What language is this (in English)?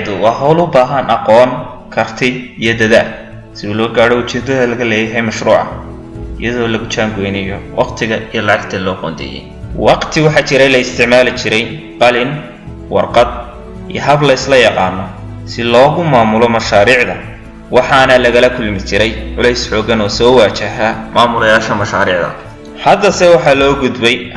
Somali